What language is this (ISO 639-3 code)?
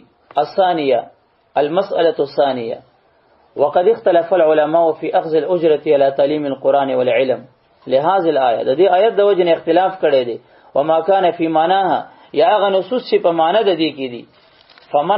pus